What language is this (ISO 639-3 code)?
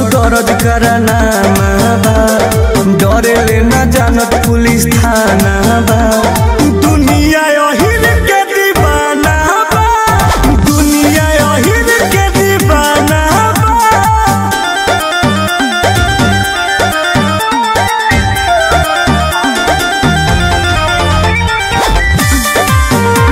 bho